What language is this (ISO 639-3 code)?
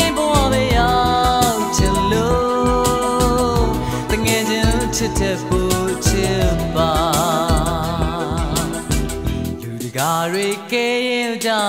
mya